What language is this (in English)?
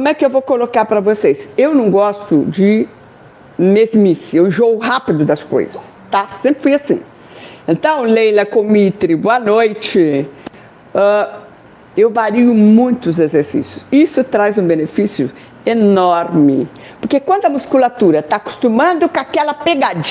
Portuguese